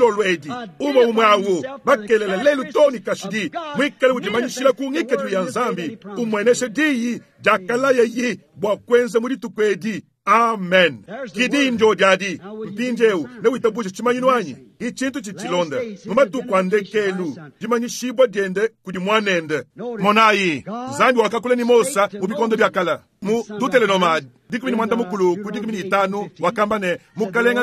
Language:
Luba-Lulua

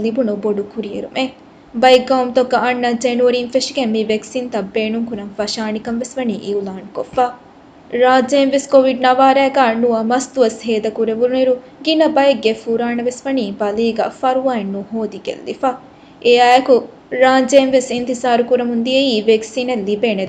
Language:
Divehi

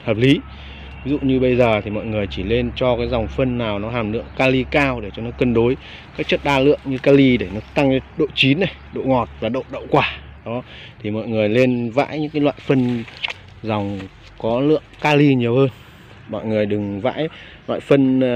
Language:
Vietnamese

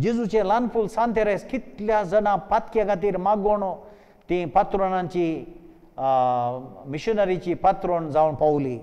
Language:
Konkani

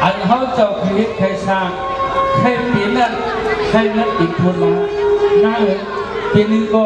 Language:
Shan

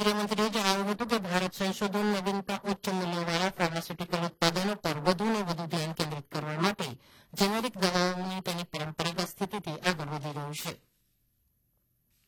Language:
Gujarati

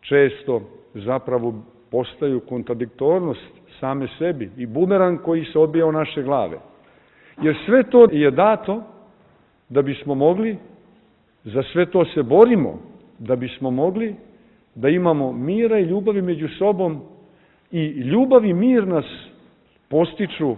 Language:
Serbian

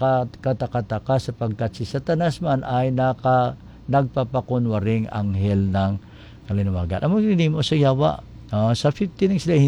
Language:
Hiligaynon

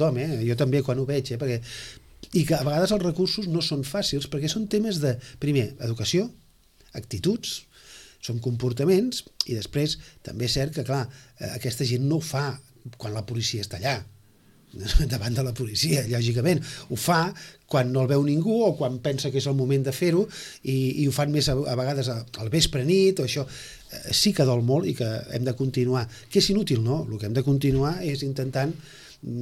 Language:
Catalan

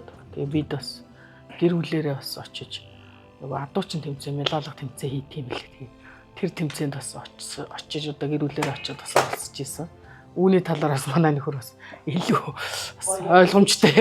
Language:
Mongolian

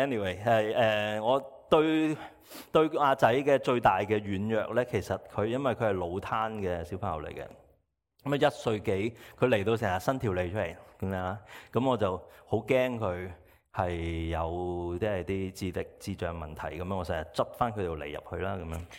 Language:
Cantonese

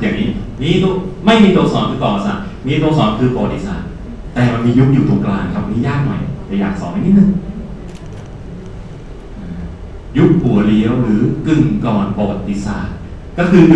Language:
Thai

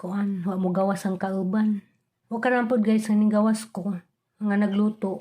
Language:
Cebuano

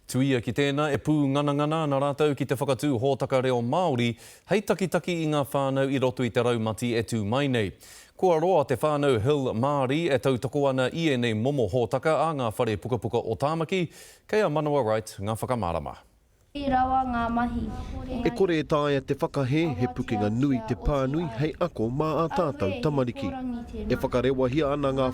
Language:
Māori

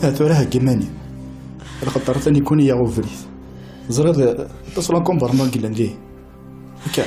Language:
Kabyle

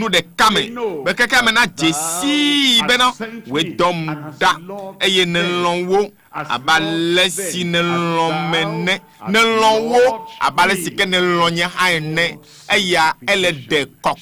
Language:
Ewe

